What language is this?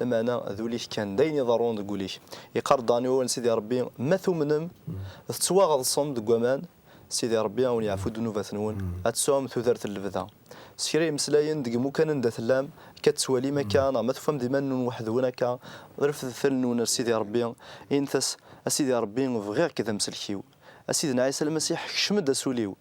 Kabyle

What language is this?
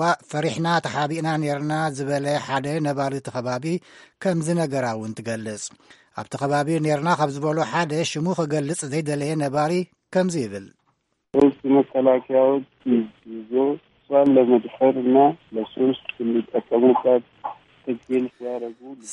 Tigrinya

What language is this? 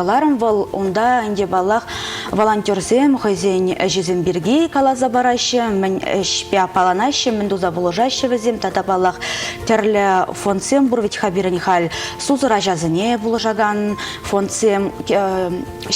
Chuvash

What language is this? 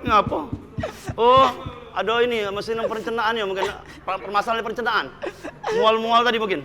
Musi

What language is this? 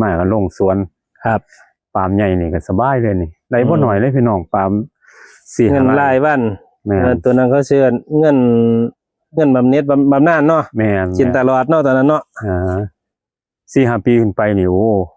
Northeastern Thai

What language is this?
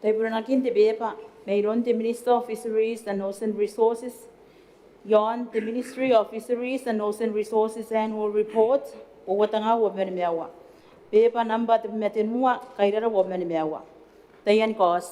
Gilbertese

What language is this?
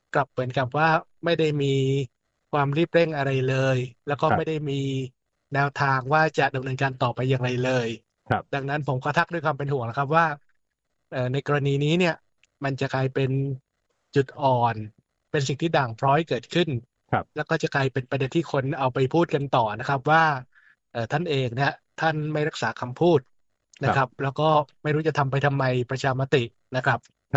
Thai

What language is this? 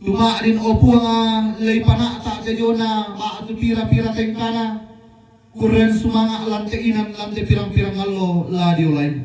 Toraja-Sa'dan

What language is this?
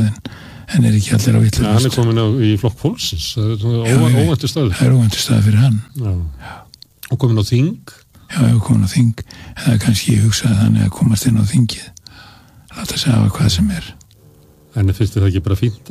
Icelandic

